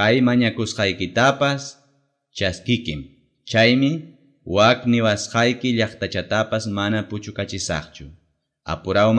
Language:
Ayacucho Quechua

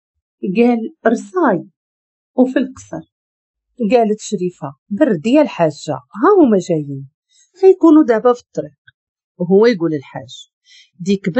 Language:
Moroccan Arabic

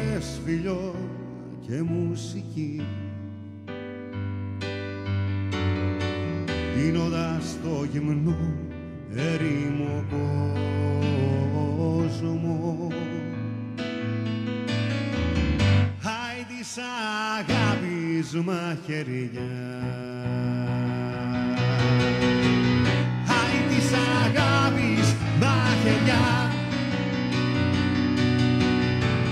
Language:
Greek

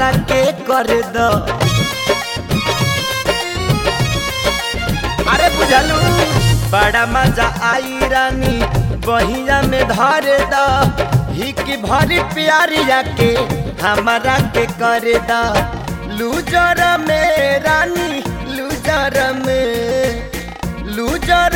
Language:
Bhojpuri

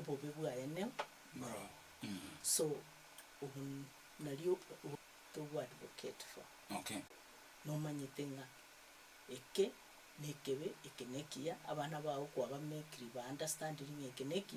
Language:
Gusii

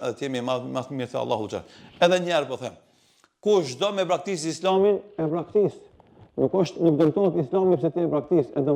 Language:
Albanian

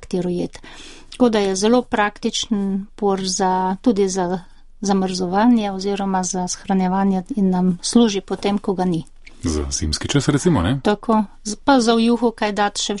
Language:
Slovenian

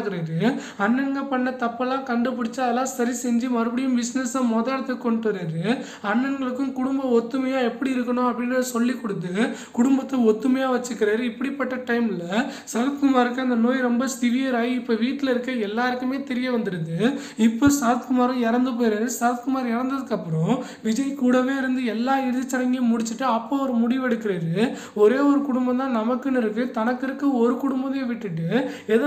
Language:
Tamil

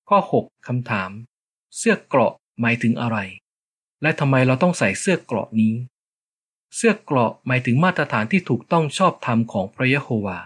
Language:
Thai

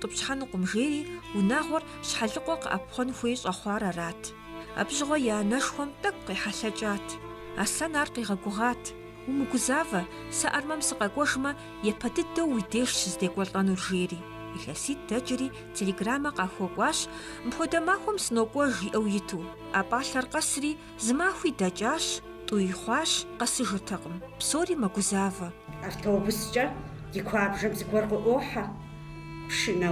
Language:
Kabardian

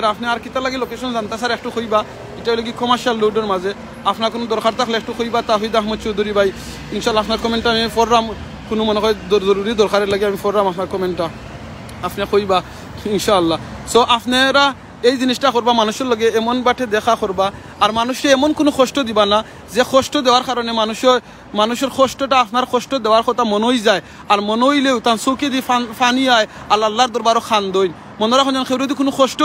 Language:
Sylheti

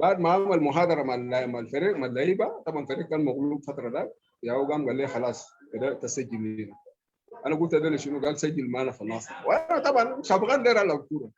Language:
Sudanese Arabic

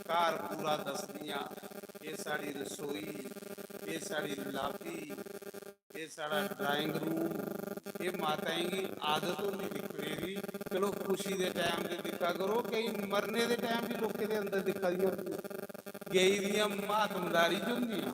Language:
Dogri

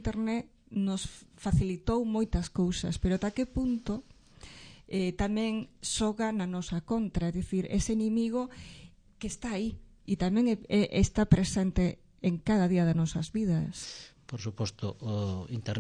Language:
Galician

